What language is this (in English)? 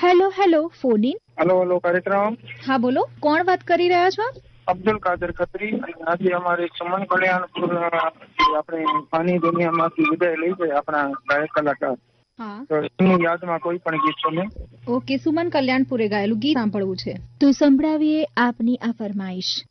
Gujarati